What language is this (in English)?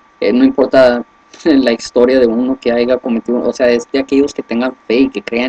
Spanish